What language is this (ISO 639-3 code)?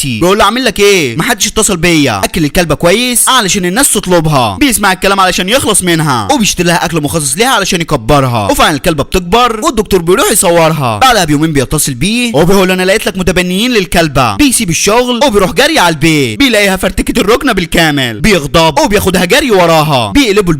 arz